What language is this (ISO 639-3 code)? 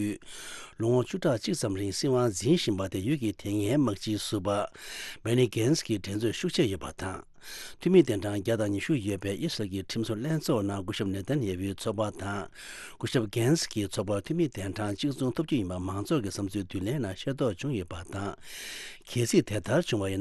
bod